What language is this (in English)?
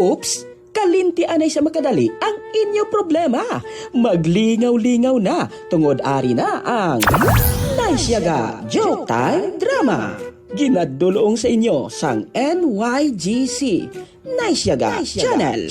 Hiligaynon